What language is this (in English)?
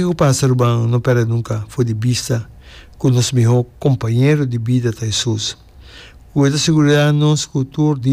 Papiamento